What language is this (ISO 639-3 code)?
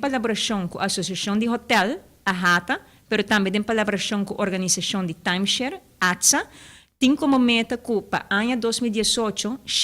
pap